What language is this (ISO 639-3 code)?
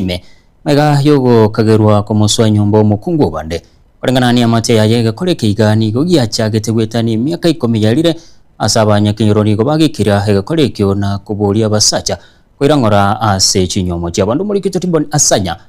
guz